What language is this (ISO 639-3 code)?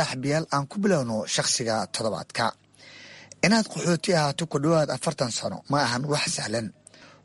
som